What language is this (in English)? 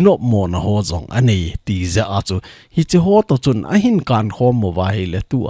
Thado Chin